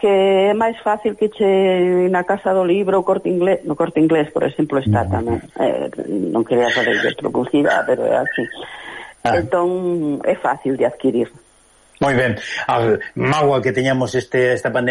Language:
Galician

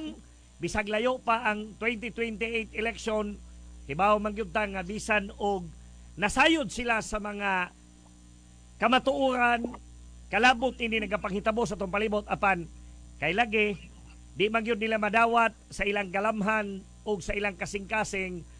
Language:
Cebuano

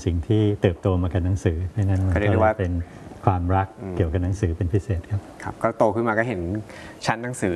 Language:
Thai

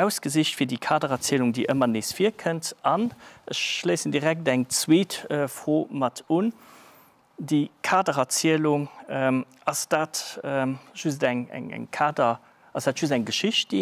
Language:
Luxembourgish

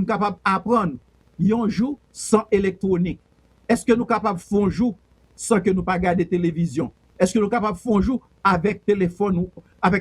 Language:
Haitian Creole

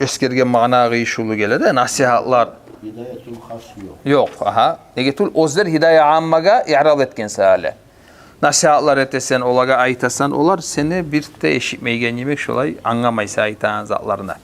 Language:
Kumyk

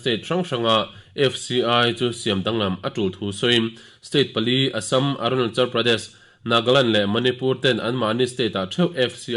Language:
Mizo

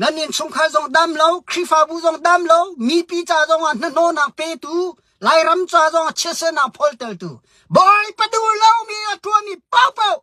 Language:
Hakha Chin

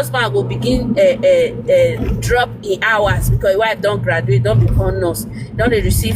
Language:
Nigerian Pidgin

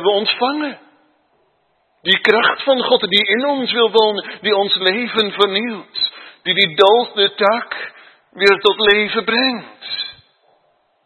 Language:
Dutch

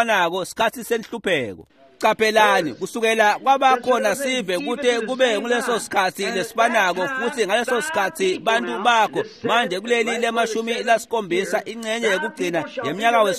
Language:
Swati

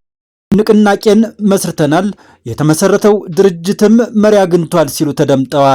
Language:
Amharic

